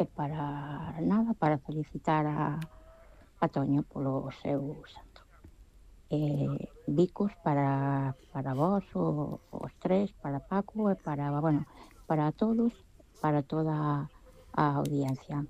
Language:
Galician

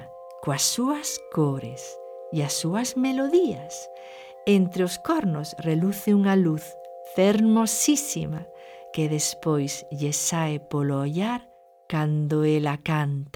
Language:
Galician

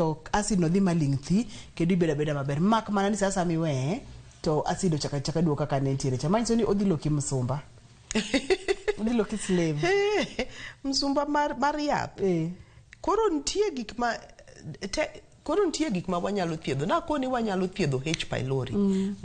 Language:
Luo (Kenya and Tanzania)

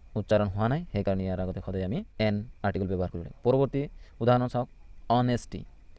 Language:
Assamese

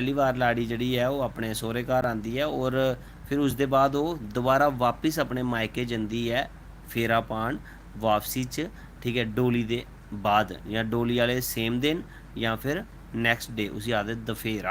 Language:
Dogri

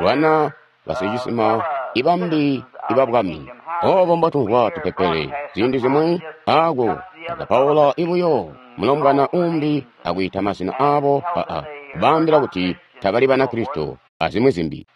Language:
Tonga (Zambia)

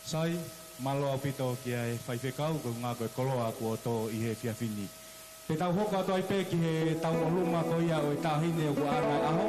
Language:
Tongan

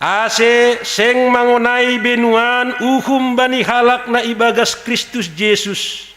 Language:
Batak Simalungun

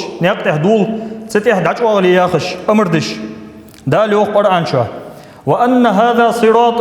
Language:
Ingush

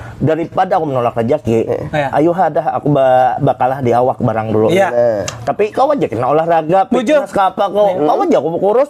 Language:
Banjar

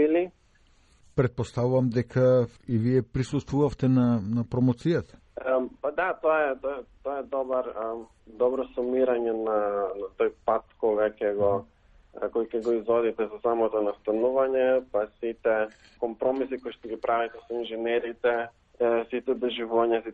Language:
Macedonian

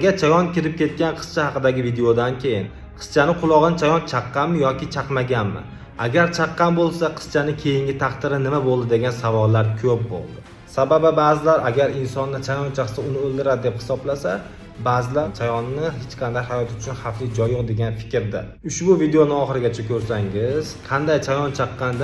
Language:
Uzbek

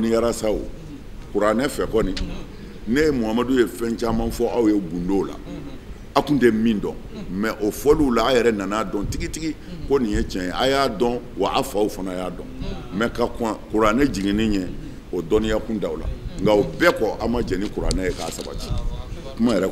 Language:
Bambara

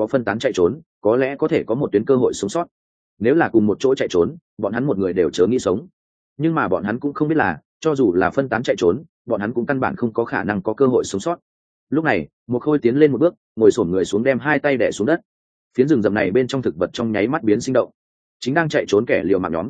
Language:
Vietnamese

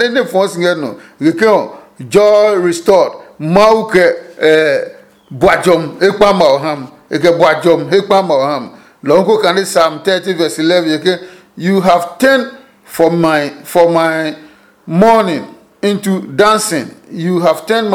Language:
Adangme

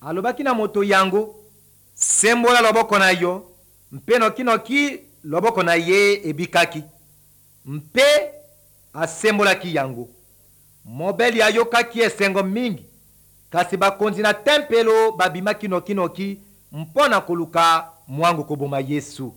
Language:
Lingala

